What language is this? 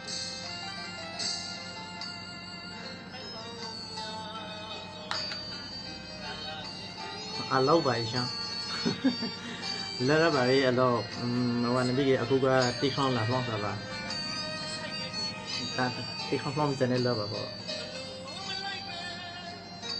Burmese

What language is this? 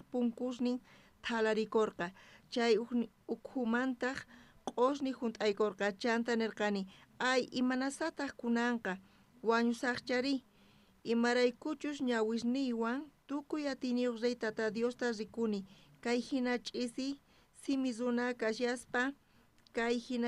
South Bolivian Quechua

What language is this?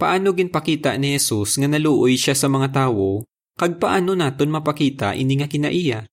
Hiligaynon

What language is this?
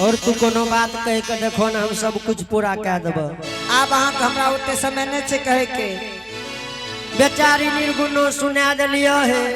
Angika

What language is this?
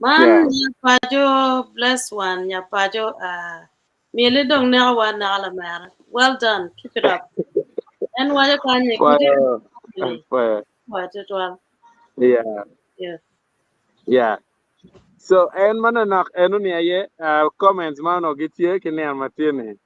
Acoli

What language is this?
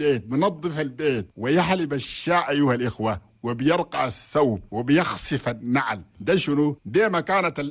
Chadian Arabic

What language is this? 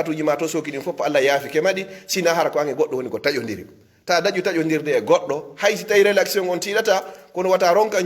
Pular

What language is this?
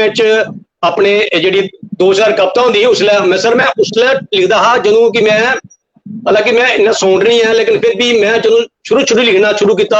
Dogri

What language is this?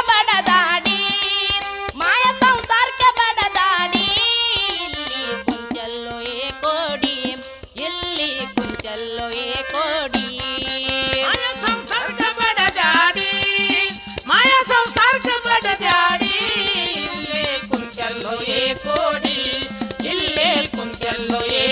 Kannada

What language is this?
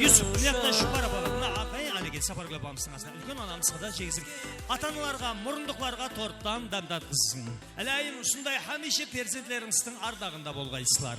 Kara-Kalpak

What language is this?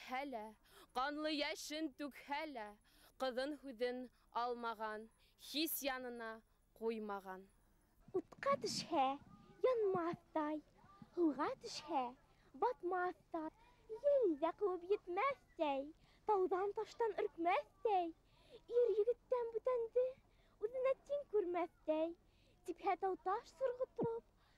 Bashkir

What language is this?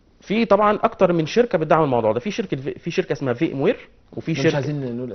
Egyptian Arabic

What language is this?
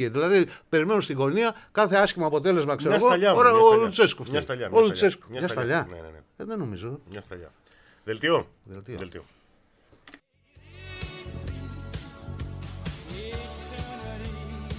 Greek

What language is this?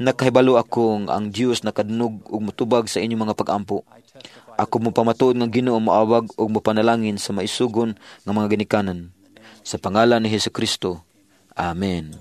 Cebuano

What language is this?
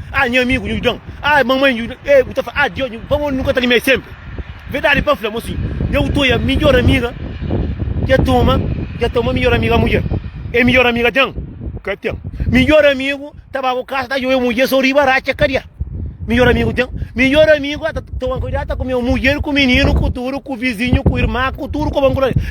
Kabuverdianu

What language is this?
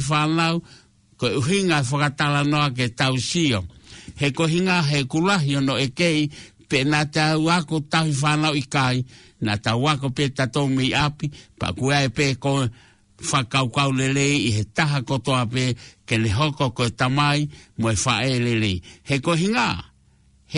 Tongan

